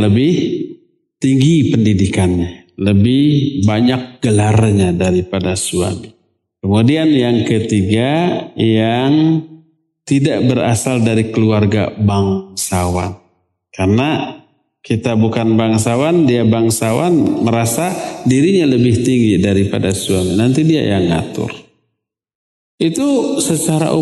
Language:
Indonesian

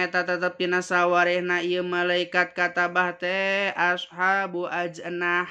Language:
Sundanese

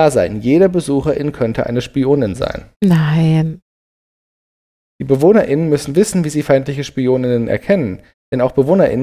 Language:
German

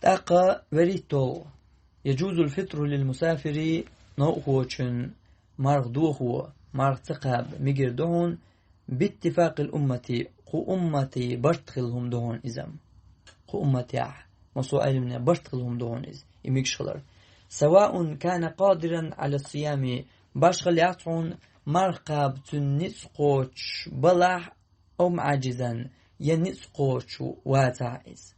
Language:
Chechen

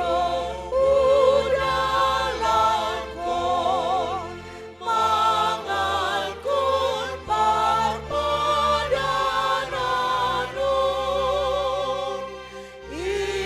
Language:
Batak Simalungun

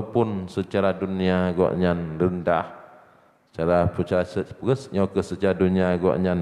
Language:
Achinese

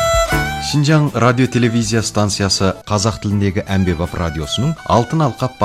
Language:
Kazakh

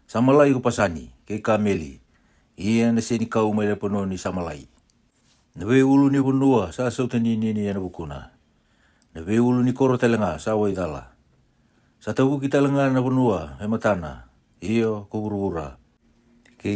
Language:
Fijian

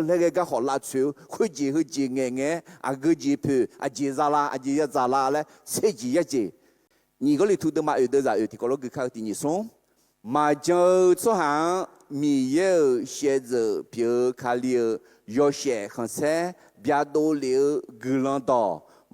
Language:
Akha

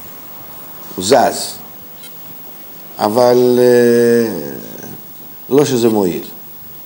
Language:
Hebrew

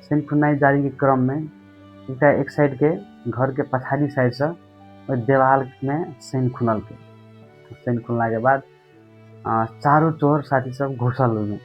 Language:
Maithili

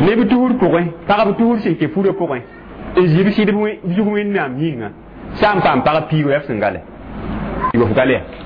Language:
Mossi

